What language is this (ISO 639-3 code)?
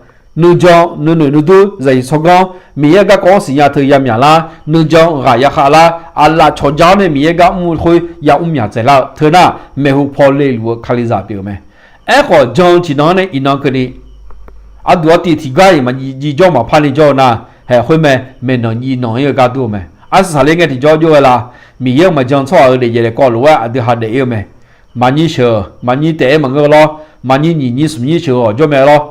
ahk